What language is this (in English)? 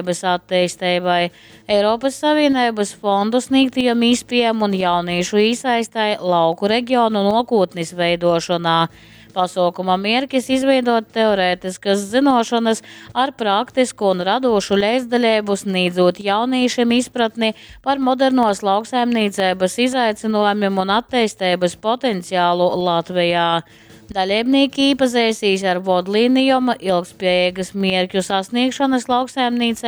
Latgalian